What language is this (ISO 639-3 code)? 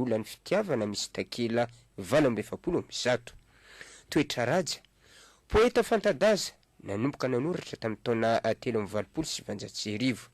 mlg